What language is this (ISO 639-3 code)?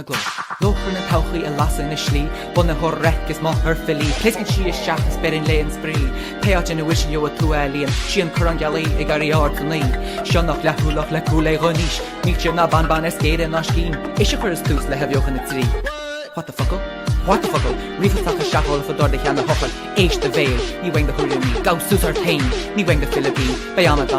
gle